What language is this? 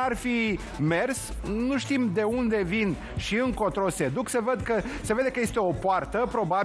Romanian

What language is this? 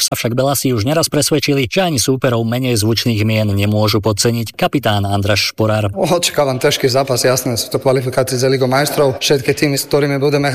Slovak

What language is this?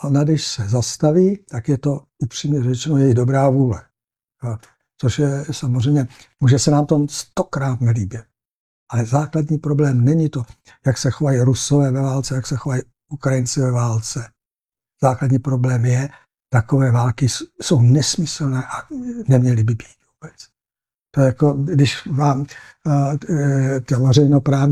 Czech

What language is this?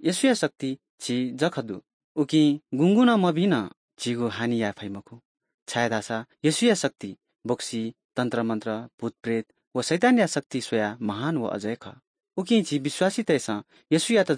Newari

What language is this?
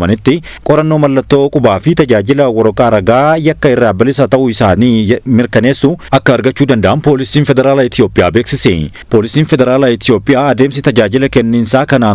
Oromo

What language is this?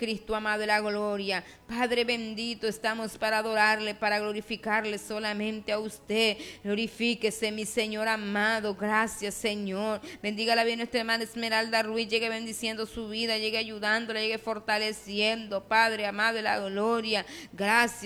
Spanish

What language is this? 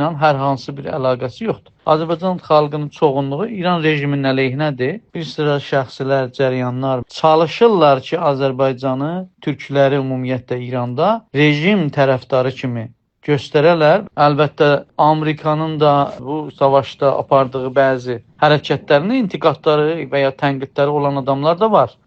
Azerbaijani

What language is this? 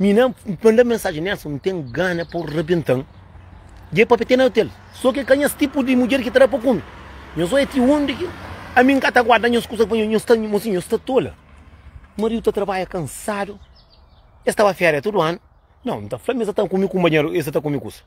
Kabuverdianu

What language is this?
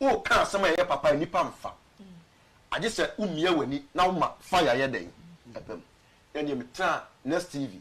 Akan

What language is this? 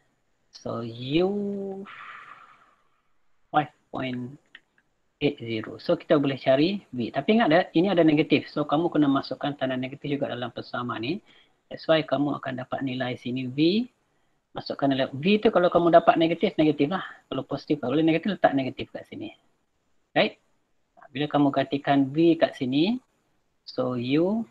Malay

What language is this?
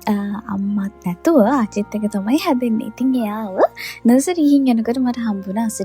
Sinhala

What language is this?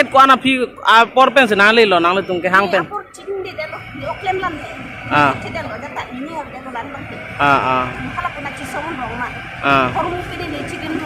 Karbi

